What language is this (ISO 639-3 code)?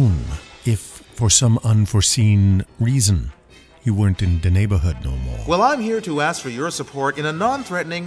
eng